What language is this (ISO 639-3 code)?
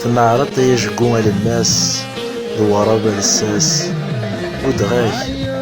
kab